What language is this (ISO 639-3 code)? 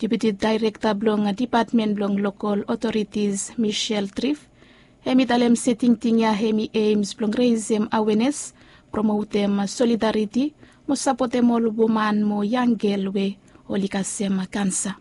bis